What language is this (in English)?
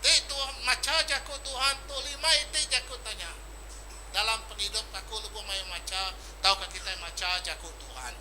Iban